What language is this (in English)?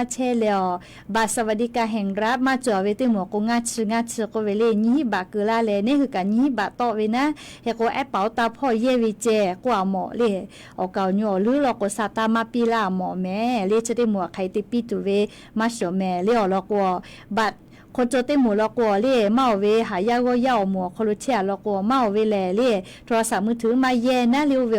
Lahu